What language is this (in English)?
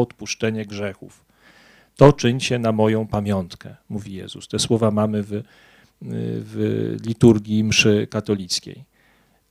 Polish